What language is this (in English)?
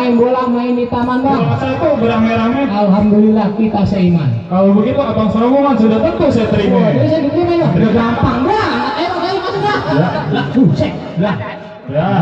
Betawi